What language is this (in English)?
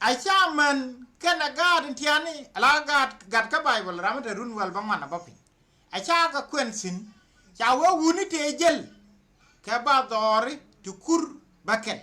Nuer